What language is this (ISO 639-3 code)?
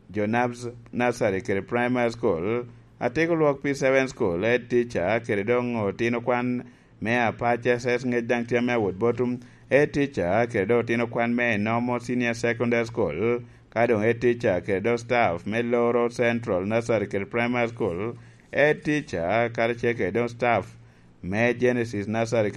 laj